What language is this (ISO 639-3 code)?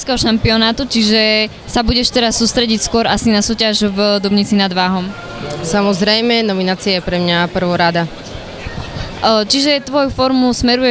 slk